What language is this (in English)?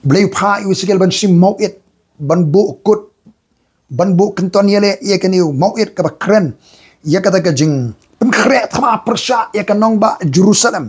Khasi